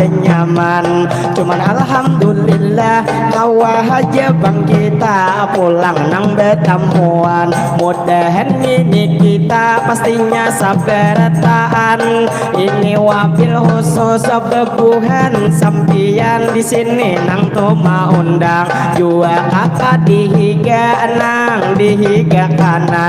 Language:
Banjar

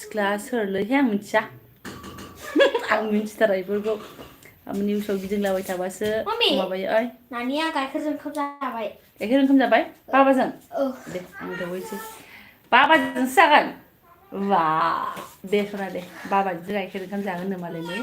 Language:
Bodo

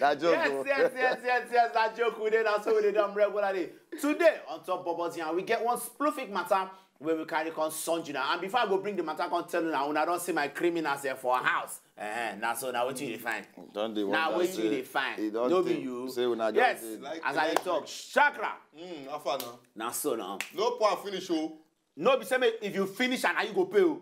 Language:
Nigerian Pidgin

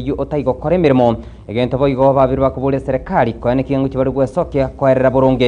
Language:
Gusii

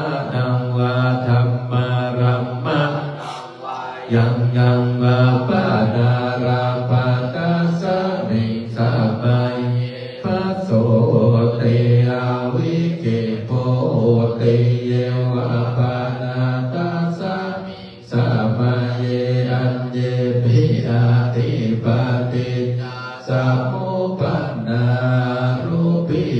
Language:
Pali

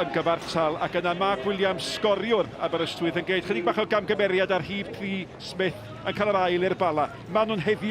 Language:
Welsh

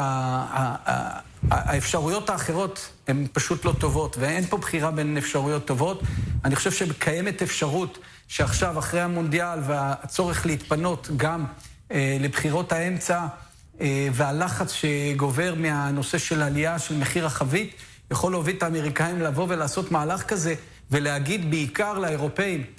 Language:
Hebrew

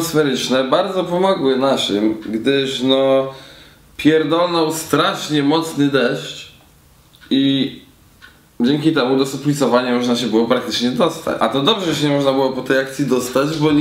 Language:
Polish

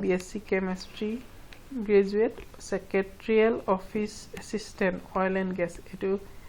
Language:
Assamese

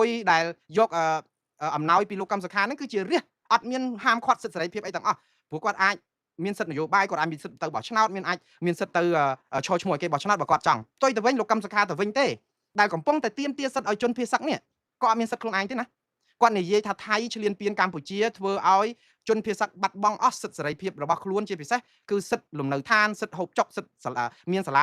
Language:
Khmer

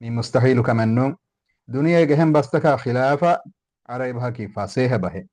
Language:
Divehi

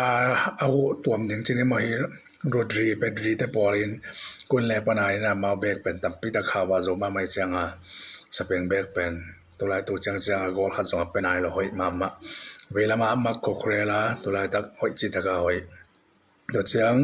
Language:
Tedim Chin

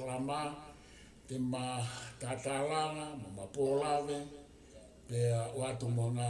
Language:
Tongan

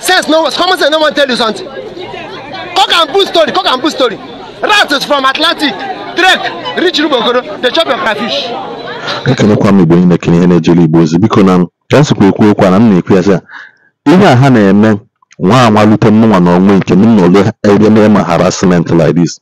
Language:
Igbo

